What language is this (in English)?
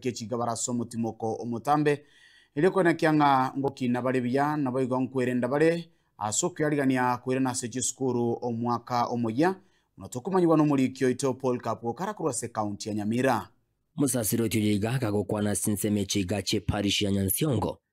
Gusii